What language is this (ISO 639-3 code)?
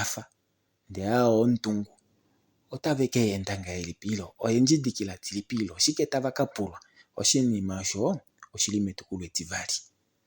kua